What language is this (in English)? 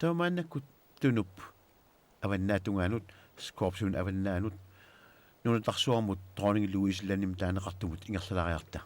Kalaallisut